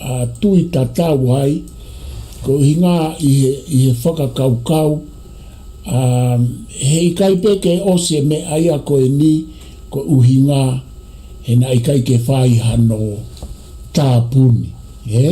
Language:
Tongan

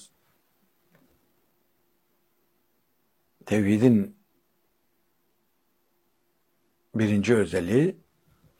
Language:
Turkish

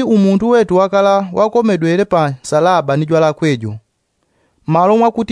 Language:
Yao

